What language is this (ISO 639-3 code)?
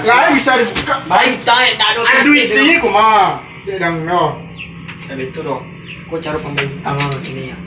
min